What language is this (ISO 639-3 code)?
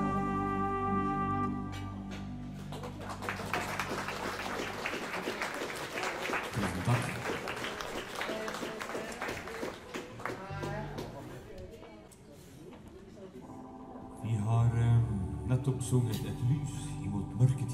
nor